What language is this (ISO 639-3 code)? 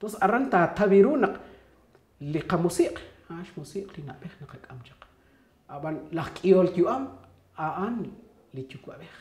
kek